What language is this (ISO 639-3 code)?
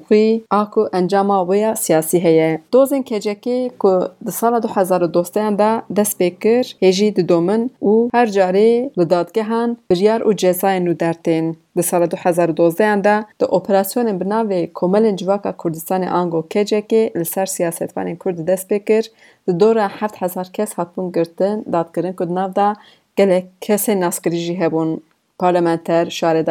kur